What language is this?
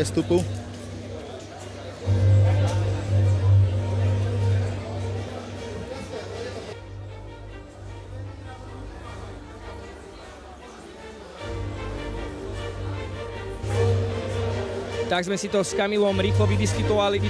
Slovak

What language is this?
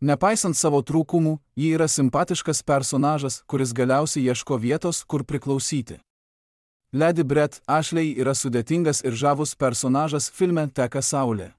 Lithuanian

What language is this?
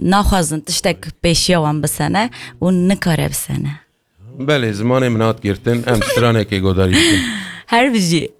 Kurdish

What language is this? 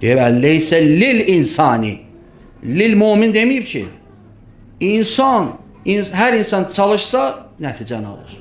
Azerbaijani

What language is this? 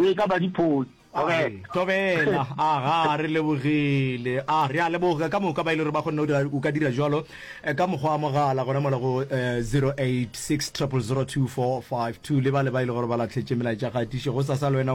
Northern Sotho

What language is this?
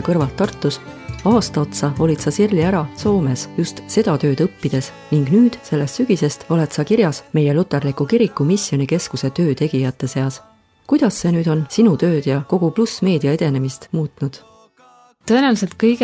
Estonian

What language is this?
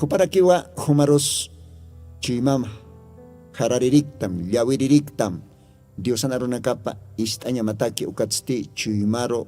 Aymara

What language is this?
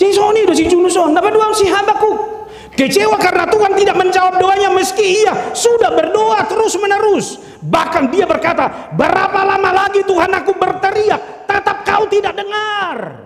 Batak Toba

